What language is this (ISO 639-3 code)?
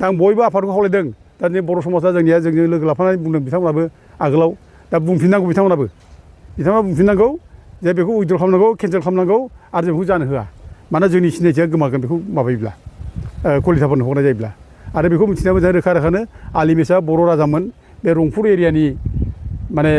brx